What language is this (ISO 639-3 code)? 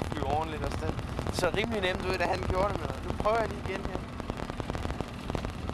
dan